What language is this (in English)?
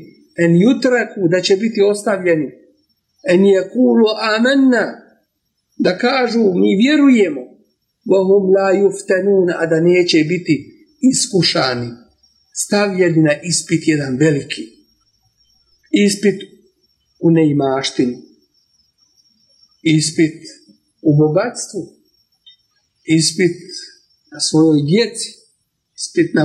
Bosnian